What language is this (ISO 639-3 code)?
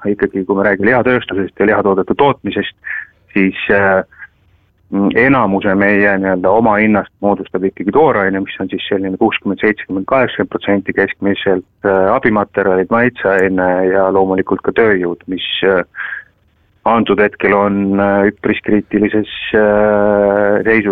est